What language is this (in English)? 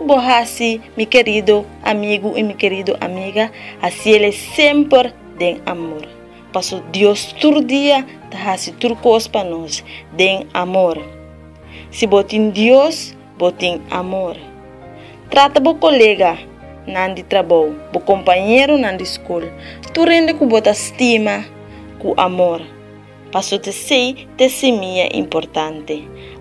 Papiamento